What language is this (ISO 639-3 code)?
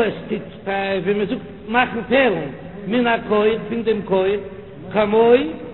yid